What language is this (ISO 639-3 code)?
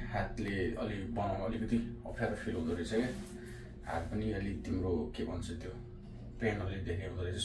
nep